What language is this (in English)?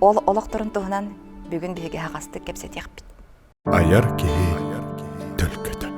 Yakut